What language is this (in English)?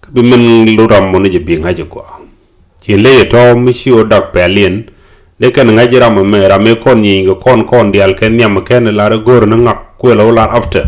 Nuer